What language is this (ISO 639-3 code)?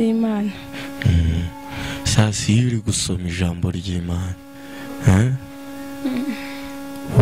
kin